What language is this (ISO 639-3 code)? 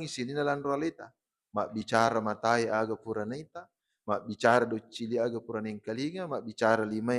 bug